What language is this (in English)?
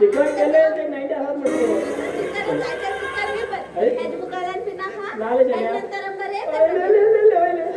Konkani